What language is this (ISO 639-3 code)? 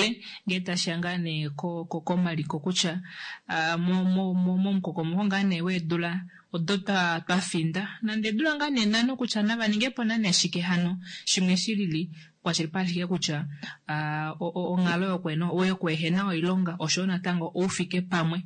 kua